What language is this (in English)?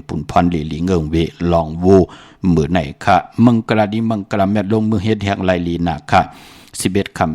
Shan